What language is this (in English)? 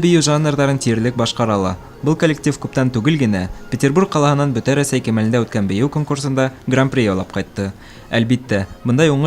Bashkir